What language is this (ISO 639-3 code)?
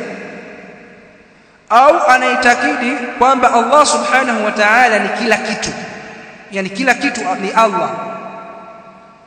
swa